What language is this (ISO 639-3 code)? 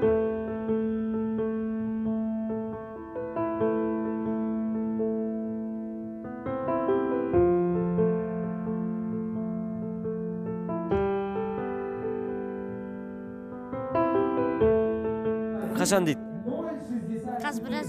kaz